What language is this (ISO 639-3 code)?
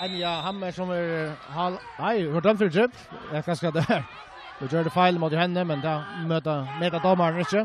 fao